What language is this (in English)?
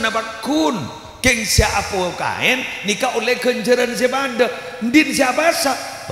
Madurese